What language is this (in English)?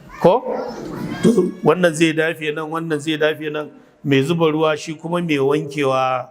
Hausa